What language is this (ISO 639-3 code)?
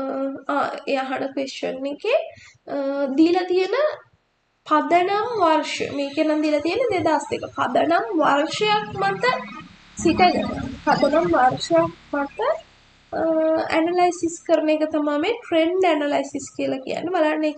sin